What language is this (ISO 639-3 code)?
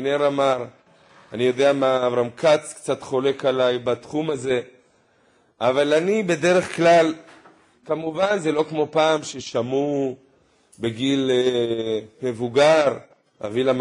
heb